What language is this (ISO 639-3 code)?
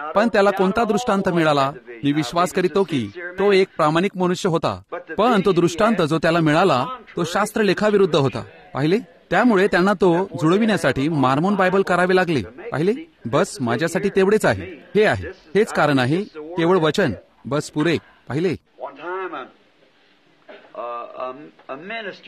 mar